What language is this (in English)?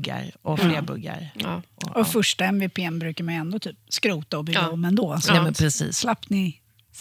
Swedish